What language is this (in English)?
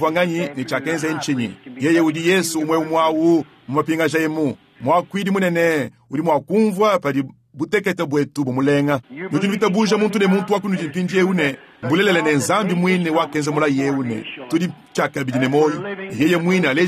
Luba-Lulua